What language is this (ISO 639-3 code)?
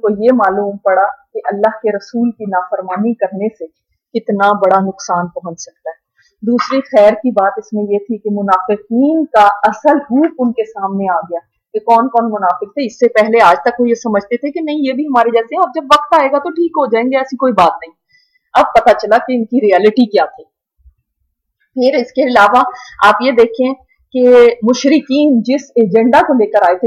urd